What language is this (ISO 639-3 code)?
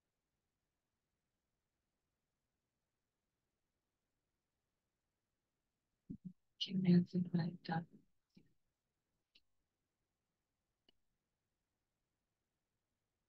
spa